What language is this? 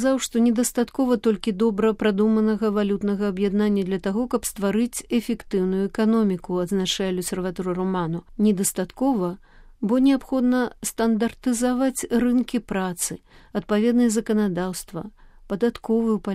Belarusian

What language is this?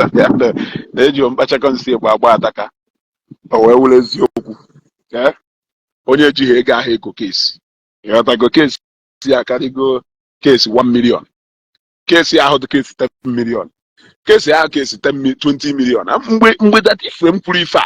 Igbo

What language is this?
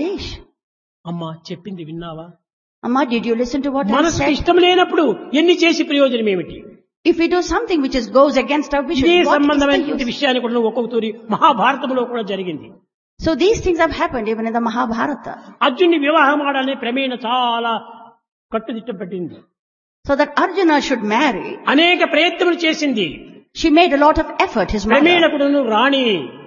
Telugu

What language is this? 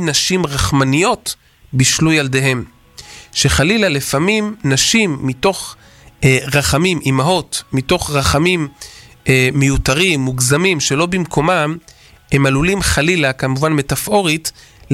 Hebrew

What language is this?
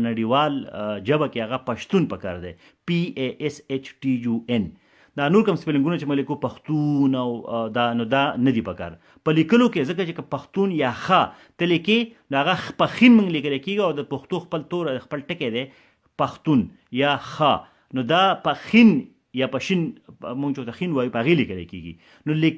Pashto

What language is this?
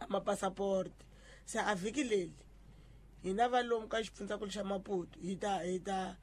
Tsonga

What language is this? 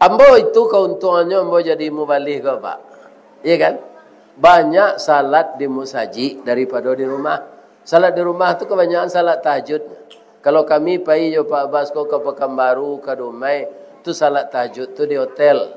Minangkabau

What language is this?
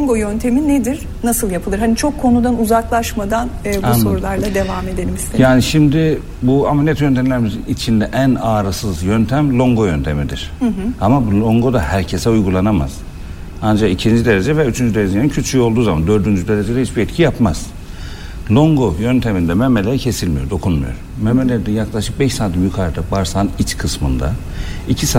Turkish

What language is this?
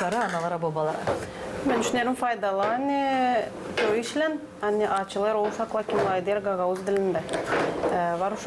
Gagauz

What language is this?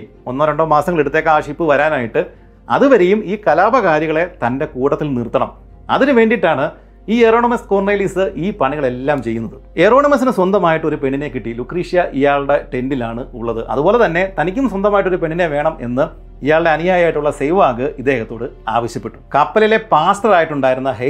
Malayalam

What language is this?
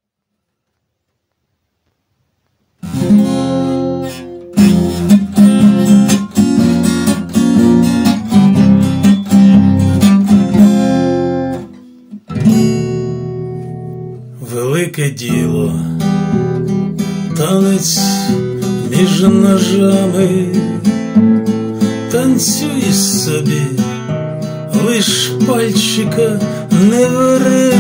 Ukrainian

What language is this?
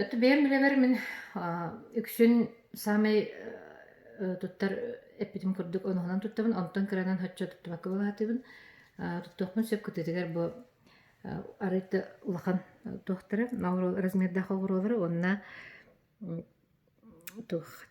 Yakut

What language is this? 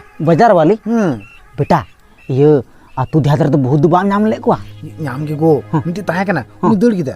Santali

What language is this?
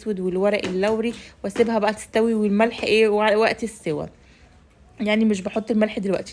Egyptian Arabic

